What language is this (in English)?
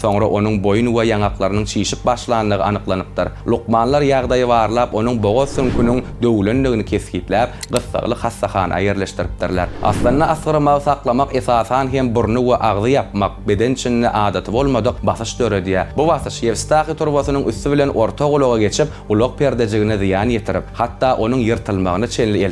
Turkmen